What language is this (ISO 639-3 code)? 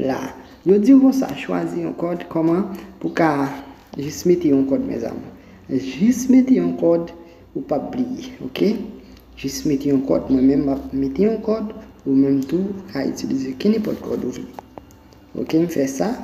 hat